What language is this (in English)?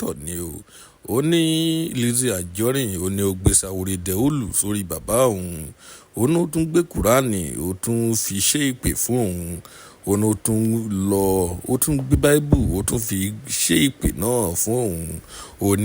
Yoruba